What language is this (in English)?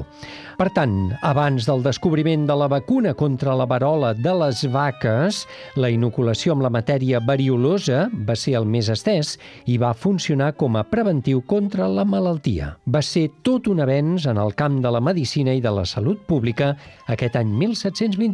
Catalan